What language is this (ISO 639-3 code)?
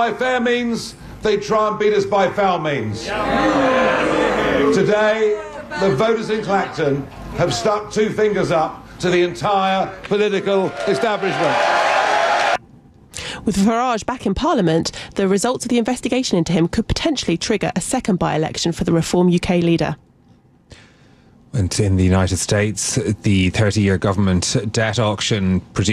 eng